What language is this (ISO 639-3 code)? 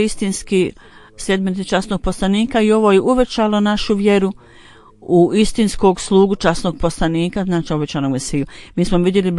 bos